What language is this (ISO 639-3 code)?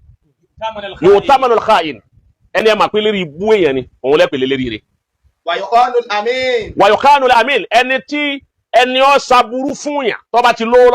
yor